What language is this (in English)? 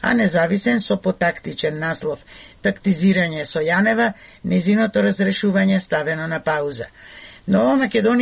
Macedonian